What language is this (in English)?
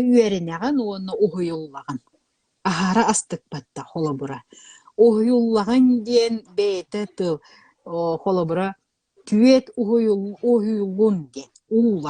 Yakut